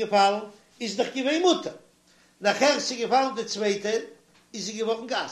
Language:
Yiddish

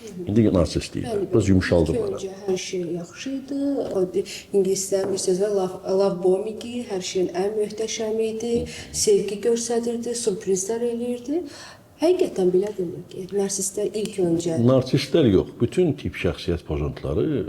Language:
Azerbaijani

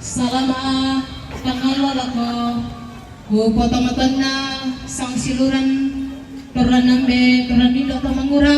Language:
Toraja-Sa'dan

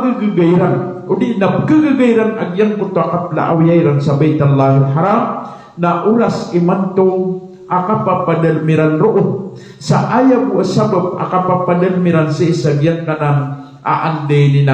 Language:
Maranao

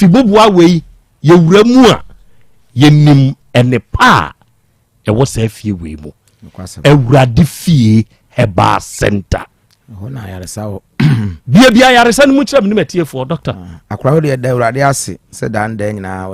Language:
Akan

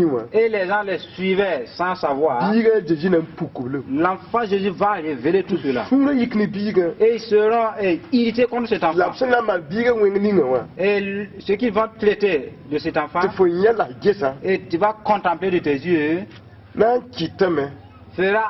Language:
Mossi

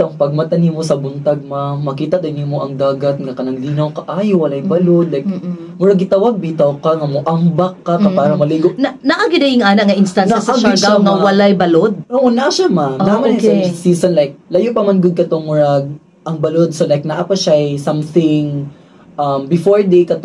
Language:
Cebuano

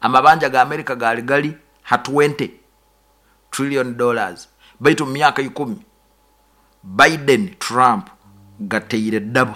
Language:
Nyoro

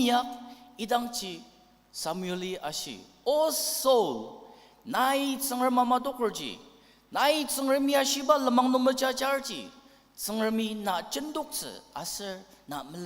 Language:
Ao Naga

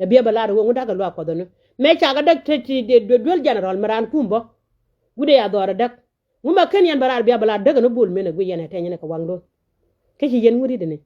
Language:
Nuer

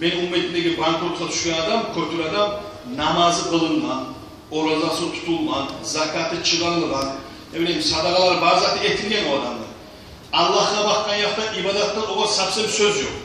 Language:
Kumyk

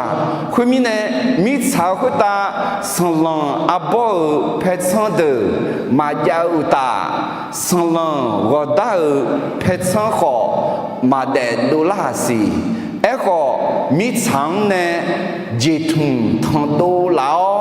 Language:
Akha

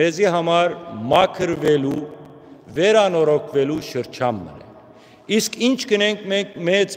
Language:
Western Armenian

